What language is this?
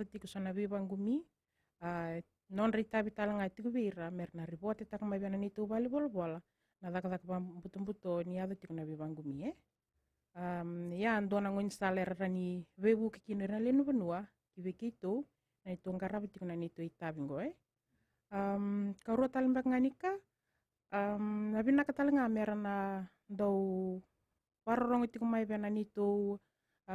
Fijian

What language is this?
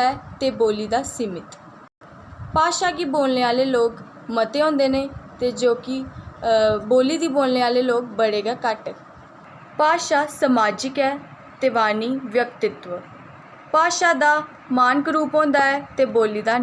Dogri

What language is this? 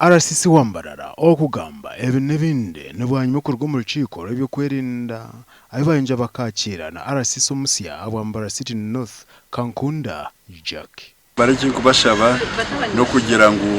Nyankole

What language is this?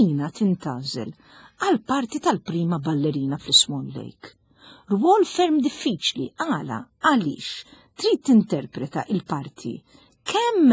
Maltese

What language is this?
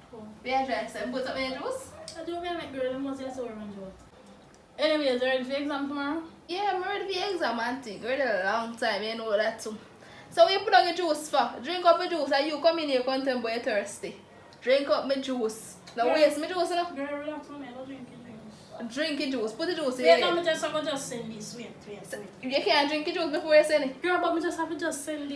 Jamaican Creole English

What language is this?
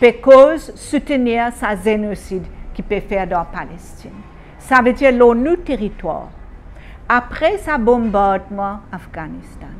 Morisyen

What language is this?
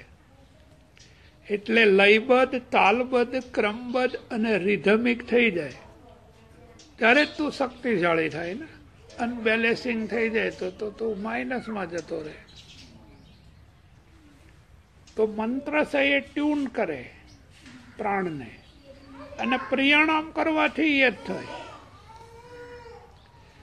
Gujarati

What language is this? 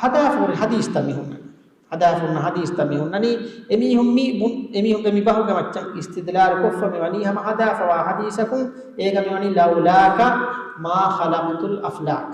Divehi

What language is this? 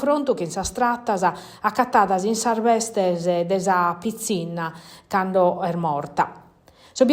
Sardinian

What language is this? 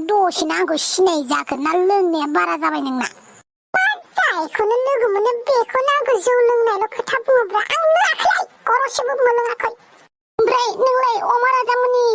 Bodo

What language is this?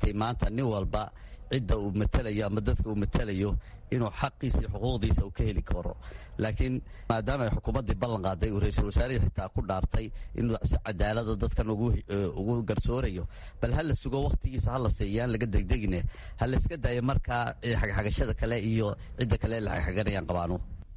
Somali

